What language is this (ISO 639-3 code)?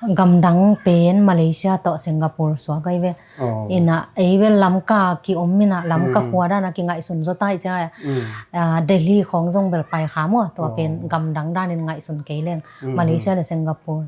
ctd